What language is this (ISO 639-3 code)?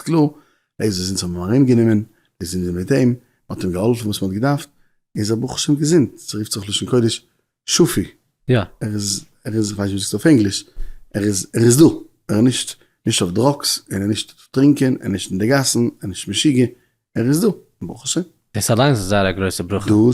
yid